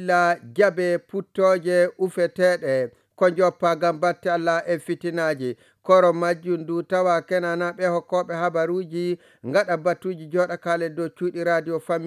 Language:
Nigerian Fulfulde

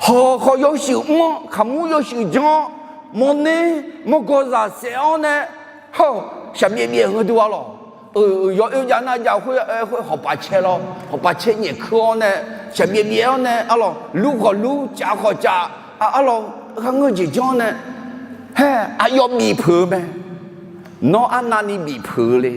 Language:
Akha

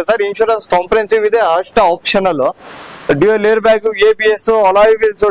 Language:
Kannada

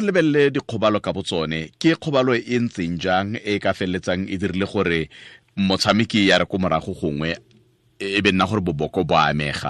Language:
Tswana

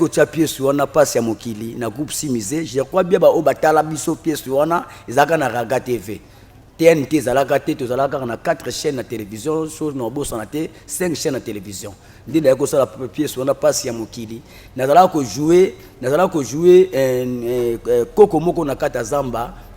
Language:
Lingala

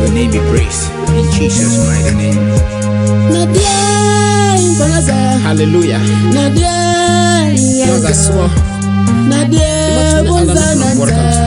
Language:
Southern Dagaare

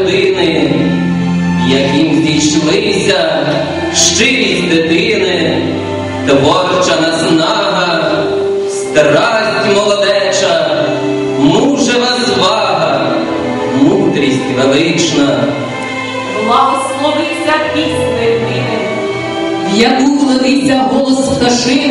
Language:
Ukrainian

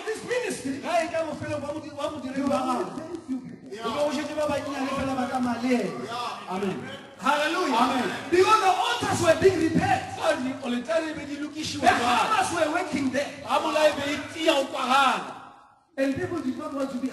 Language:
Northern Sotho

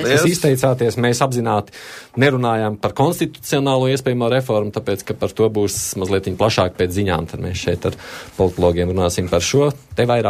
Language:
Latvian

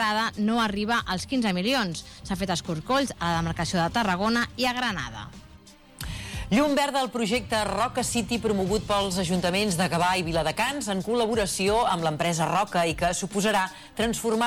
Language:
Catalan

